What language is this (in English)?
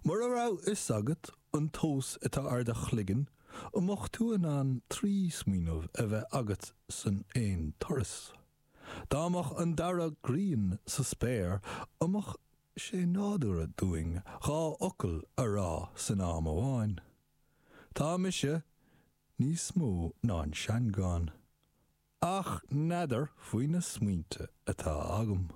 Irish